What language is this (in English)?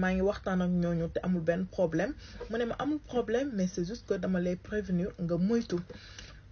Wolof